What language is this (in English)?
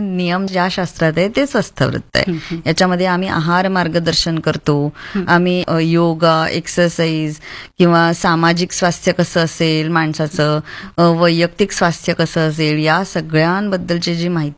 Marathi